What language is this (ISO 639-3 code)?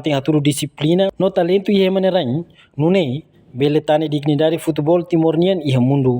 tet